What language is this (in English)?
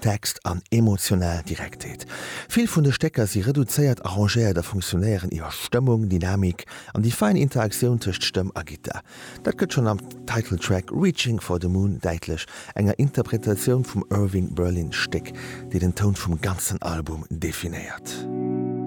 Luxembourgish